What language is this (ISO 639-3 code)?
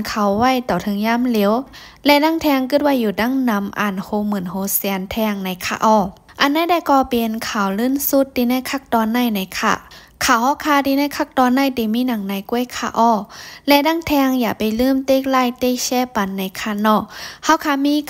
shn